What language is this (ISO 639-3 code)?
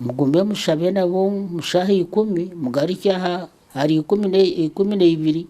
nyn